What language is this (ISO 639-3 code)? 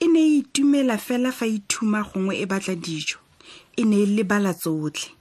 tsn